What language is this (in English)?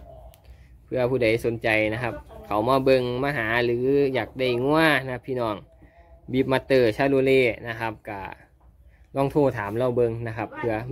Northeastern Thai